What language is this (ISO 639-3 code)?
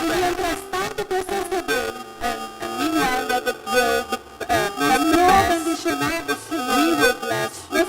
pap